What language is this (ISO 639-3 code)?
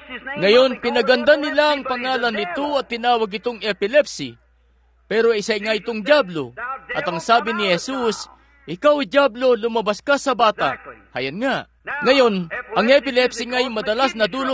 fil